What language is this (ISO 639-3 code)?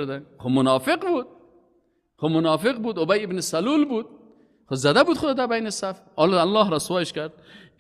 fas